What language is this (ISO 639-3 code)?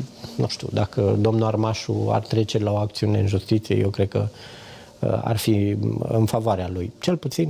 ron